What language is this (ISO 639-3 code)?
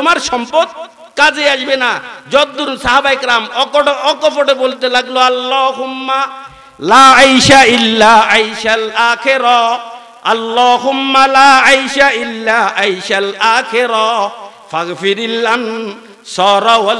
ben